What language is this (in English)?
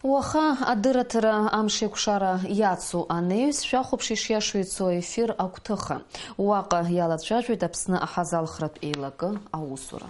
Abkhazian